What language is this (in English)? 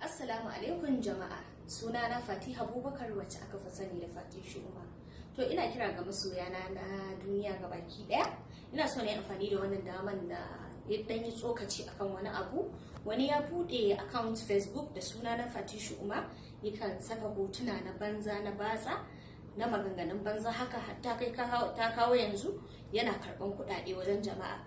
Hausa